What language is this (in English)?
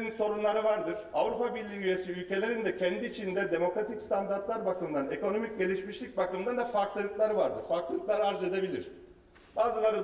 Turkish